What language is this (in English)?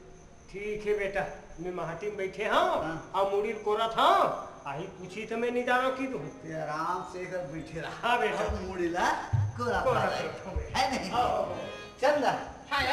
Chhattisgarhi